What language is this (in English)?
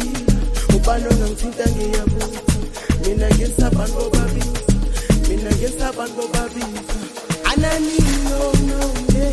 Zulu